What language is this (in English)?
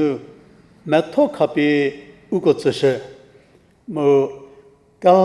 Angami Naga